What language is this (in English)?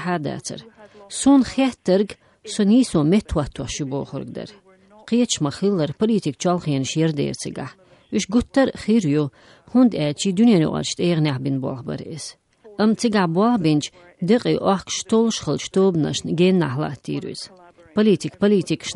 Chechen